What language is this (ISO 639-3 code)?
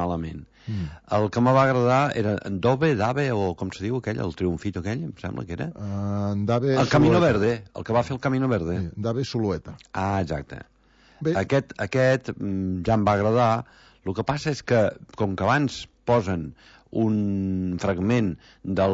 cat